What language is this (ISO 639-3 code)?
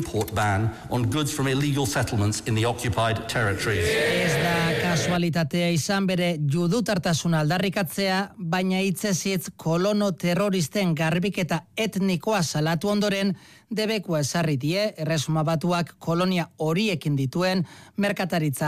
eus